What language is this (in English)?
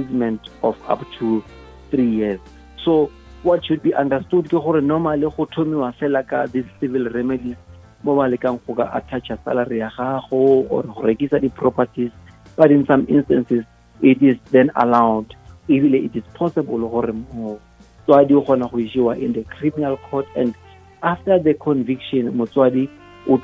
Northern Sotho